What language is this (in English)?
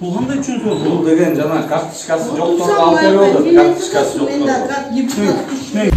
Kyrgyz